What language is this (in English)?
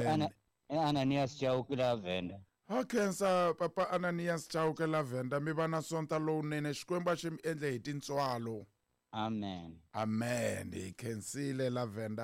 Tsonga